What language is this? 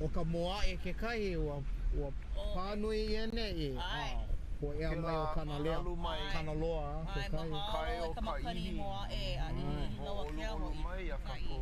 Hawaiian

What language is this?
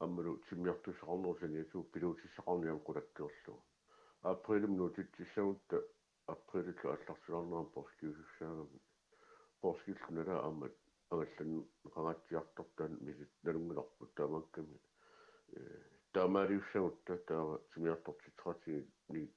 Kalaallisut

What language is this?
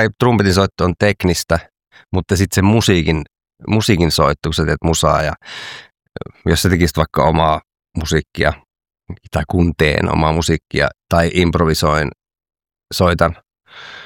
Finnish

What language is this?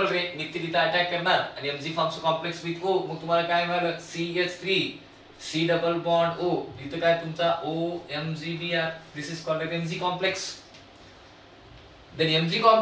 Marathi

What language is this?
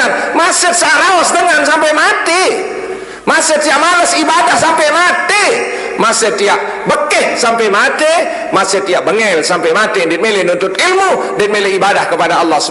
Sasak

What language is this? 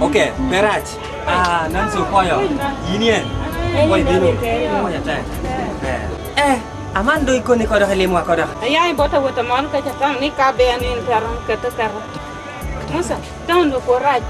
Lango (Uganda)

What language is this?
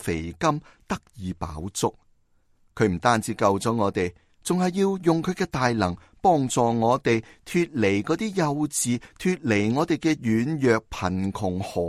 Cantonese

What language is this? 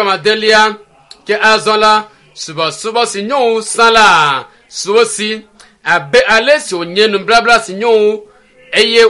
Ewe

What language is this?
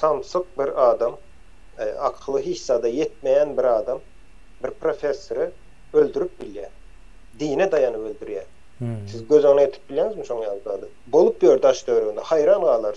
Turkmen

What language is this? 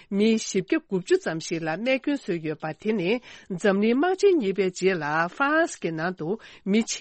Tibetan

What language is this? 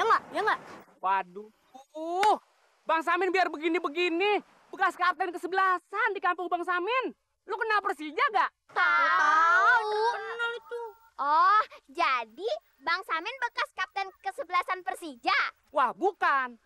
Betawi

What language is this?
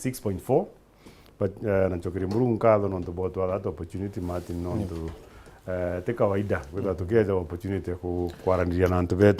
Meru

